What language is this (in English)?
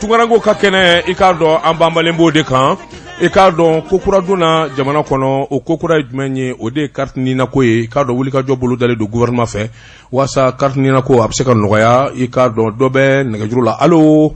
Bambara